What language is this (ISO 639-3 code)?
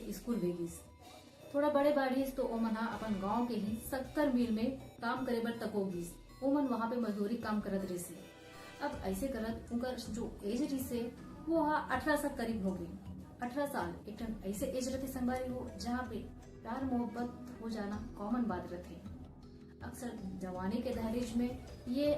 hne